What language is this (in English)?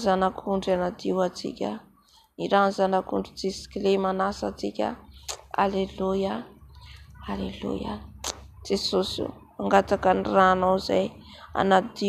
Malagasy